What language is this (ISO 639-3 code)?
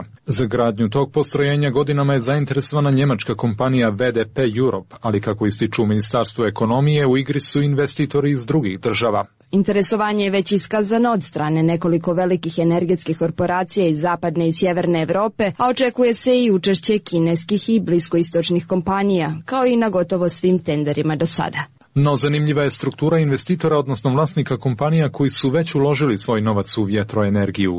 srp